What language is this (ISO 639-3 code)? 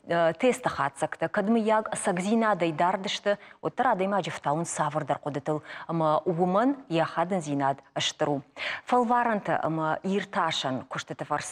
oss